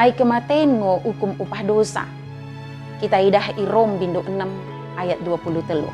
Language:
Batak Dairi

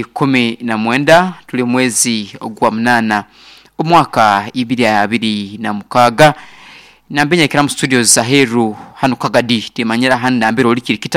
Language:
Nyankole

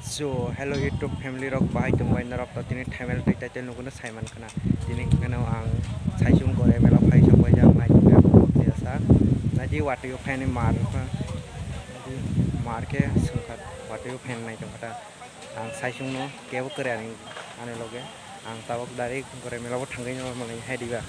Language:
Kok Borok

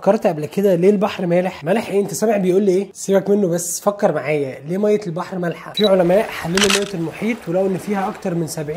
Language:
Egyptian Arabic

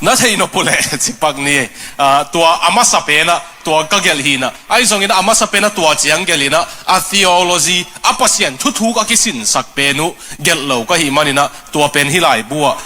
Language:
Tedim Chin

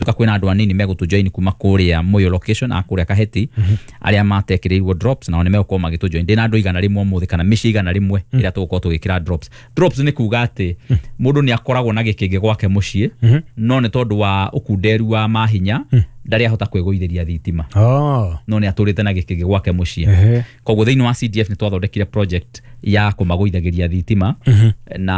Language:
Kikuyu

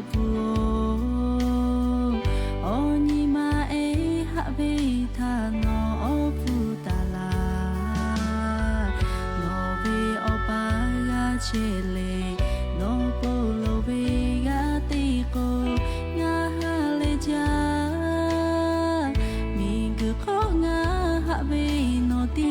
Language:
Lahu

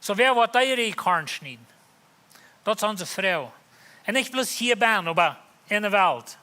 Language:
Plautdietsch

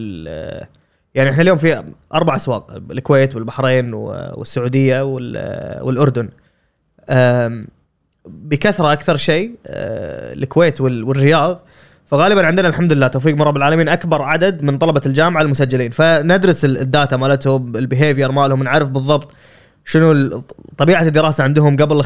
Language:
Gulf Arabic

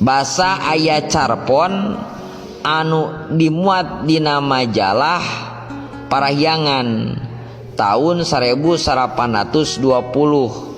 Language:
Sundanese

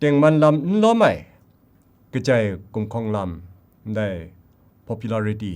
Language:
Kachin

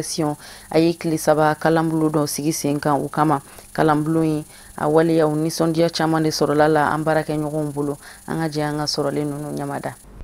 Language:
Bambara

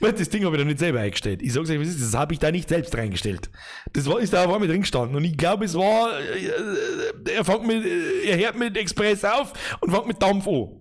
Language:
Bavarian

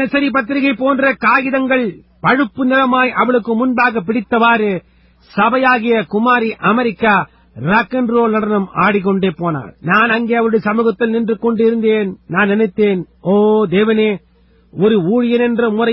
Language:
Tamil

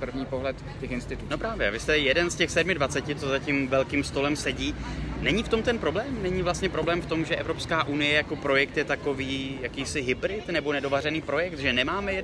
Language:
Czech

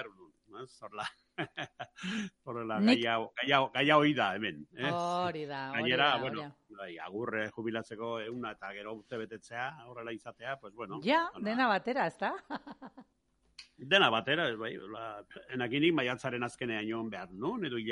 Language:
Basque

